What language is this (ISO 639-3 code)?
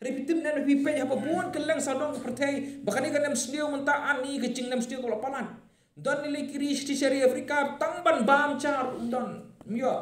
kha